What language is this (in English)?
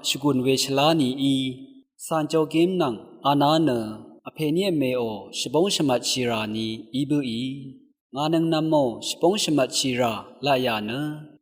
Rawang